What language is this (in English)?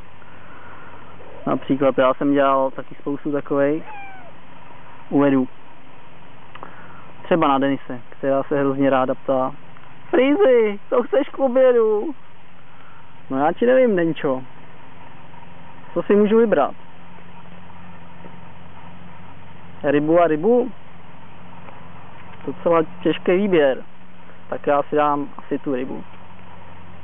Czech